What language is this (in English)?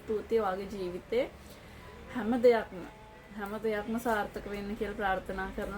Sinhala